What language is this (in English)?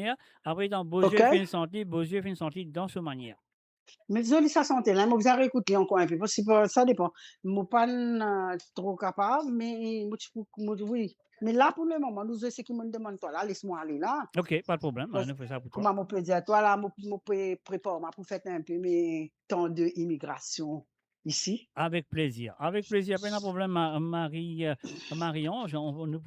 Morisyen